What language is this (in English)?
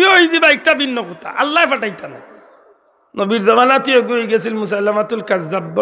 Sylheti